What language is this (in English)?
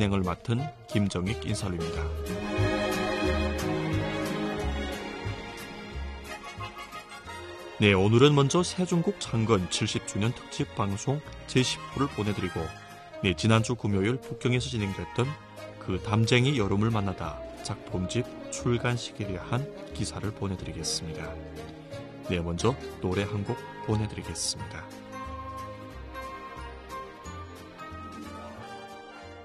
Korean